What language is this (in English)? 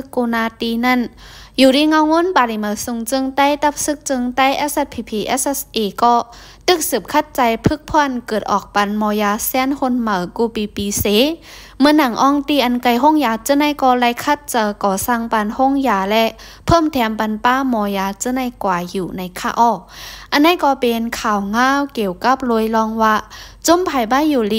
Shan